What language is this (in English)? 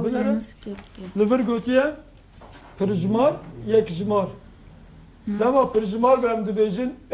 Kurdish